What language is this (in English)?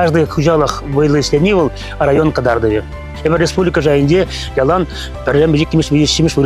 Chuvash